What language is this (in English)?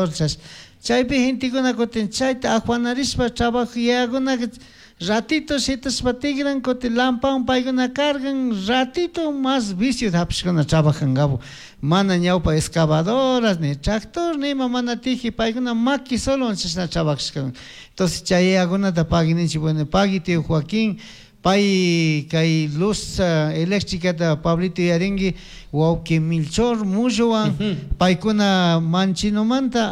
Chimborazo Highland Quichua